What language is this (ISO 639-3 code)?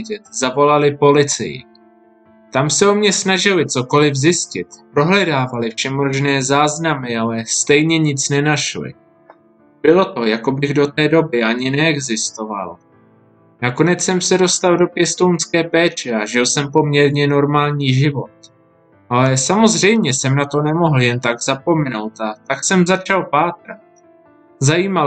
ces